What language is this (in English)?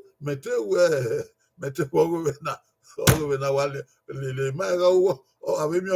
Bini